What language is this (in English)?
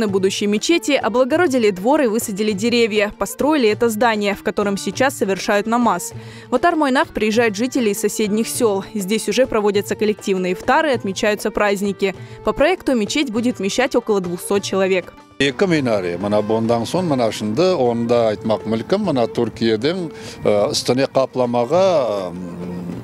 Crimean Tatar